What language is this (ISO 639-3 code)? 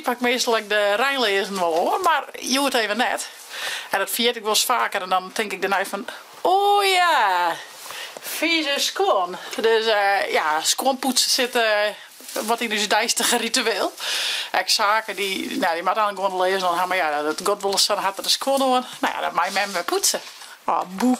fry